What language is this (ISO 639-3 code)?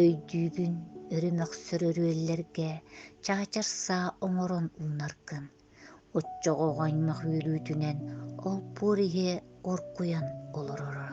sah